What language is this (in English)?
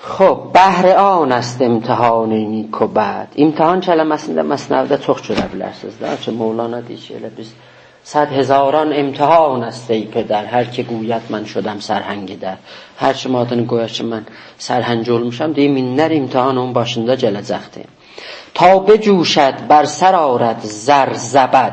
South Azerbaijani